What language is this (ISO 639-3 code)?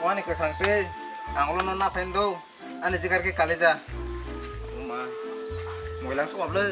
trp